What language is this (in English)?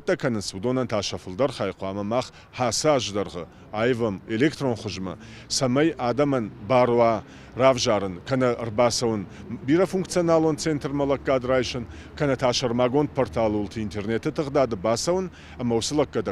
Ossetic